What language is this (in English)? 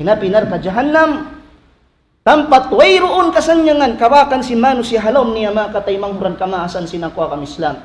Tausug